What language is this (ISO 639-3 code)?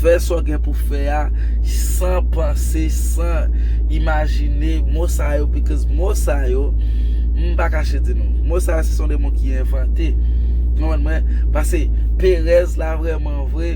hat